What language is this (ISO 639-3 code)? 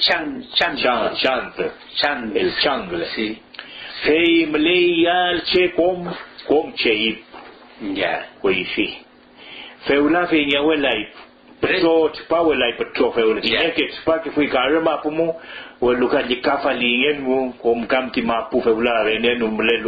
arn